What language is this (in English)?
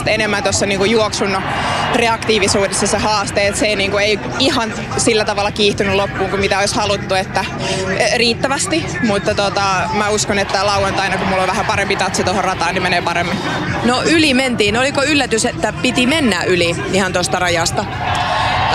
Finnish